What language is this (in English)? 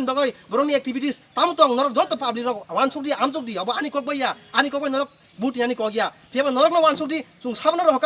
Kok Borok